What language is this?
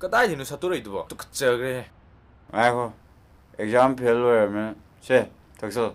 Manipuri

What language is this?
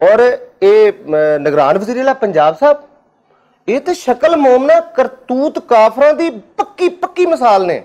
Western Panjabi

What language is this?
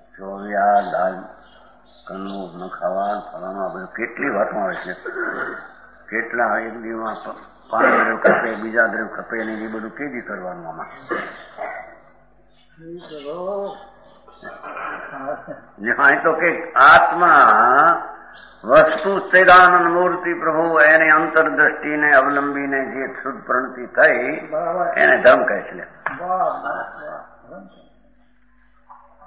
Gujarati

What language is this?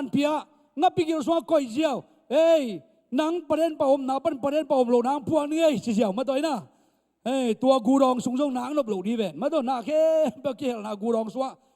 Tedim Chin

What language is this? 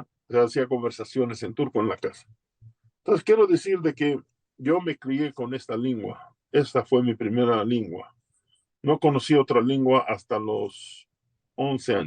Ladino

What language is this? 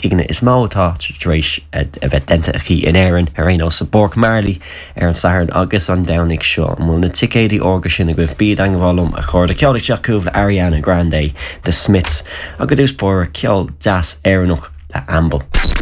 Irish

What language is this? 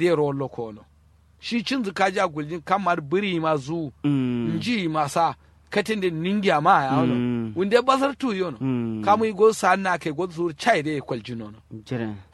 Kanuri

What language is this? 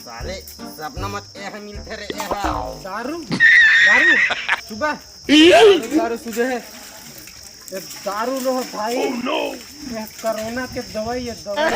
Chhattisgarhi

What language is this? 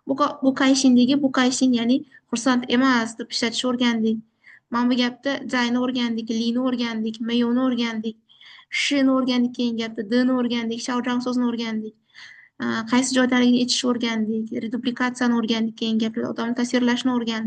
Uzbek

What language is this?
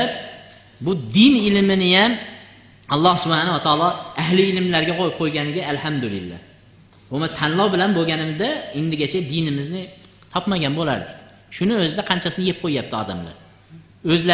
Uzbek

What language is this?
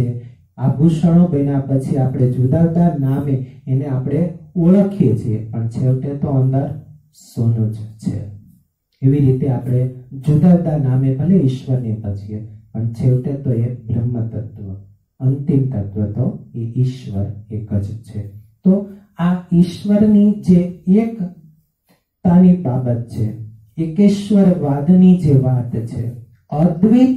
Gujarati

